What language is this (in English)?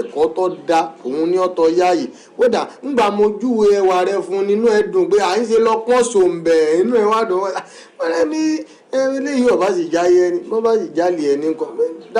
Yoruba